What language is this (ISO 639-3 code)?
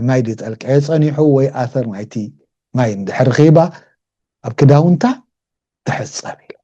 tir